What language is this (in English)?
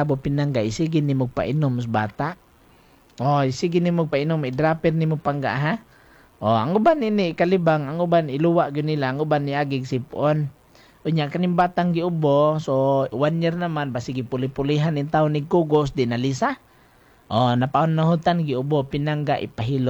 Cebuano